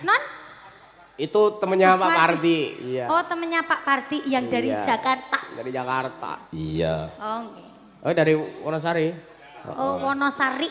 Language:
Javanese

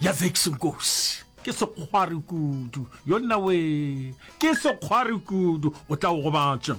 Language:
Northern Sotho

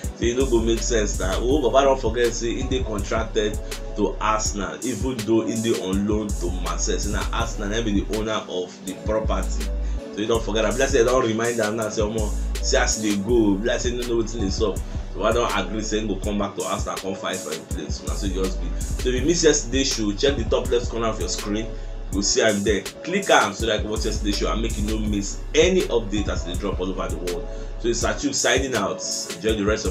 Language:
Nigerian Pidgin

